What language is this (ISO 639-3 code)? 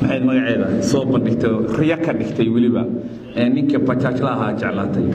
som